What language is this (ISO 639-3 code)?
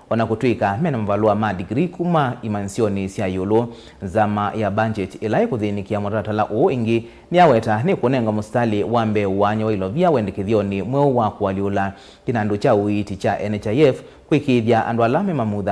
kam